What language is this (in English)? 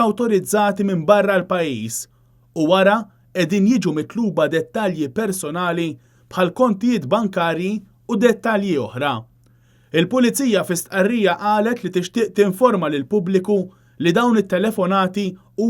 Maltese